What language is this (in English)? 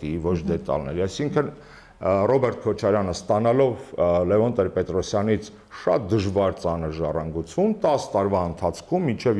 Armenian